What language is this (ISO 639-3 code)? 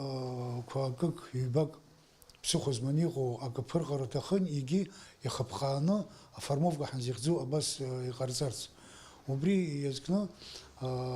abk